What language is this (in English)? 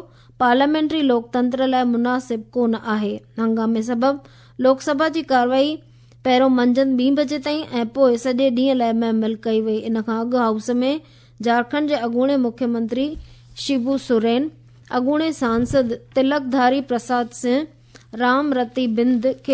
Sindhi